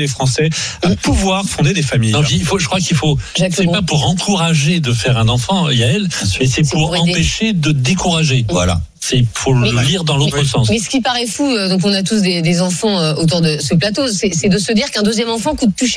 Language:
French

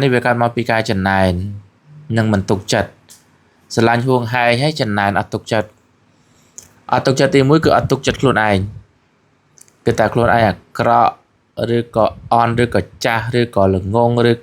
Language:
Khmer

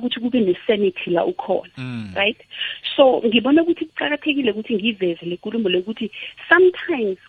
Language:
South Ndebele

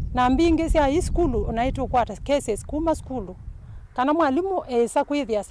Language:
Kamba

